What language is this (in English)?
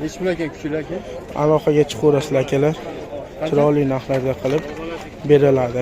Uzbek